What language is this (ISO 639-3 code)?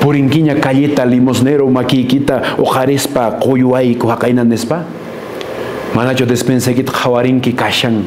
que